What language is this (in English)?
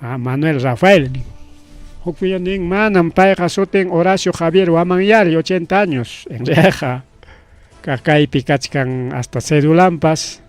Ayacucho Quechua